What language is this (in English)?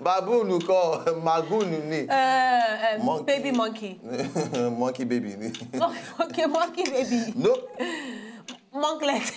Nigerian Pidgin